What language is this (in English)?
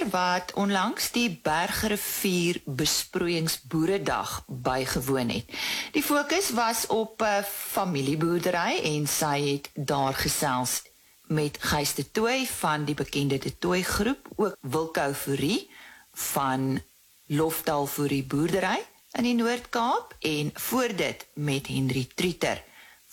Afrikaans